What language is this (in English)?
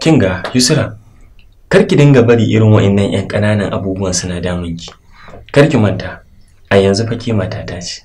Hausa